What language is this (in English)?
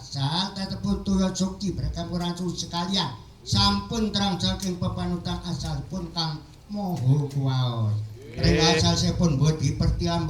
Javanese